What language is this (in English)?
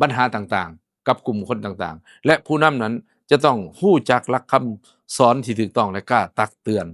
Lao